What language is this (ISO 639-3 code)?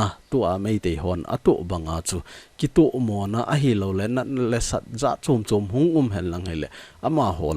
tcz